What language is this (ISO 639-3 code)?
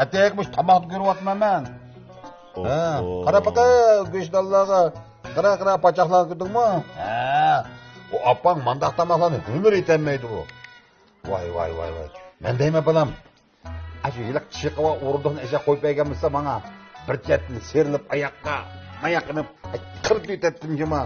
uig